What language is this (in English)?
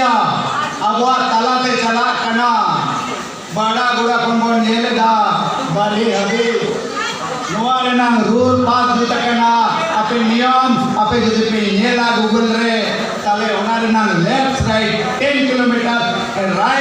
Santali